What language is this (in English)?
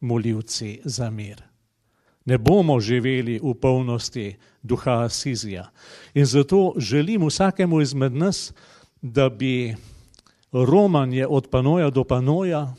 Slovenian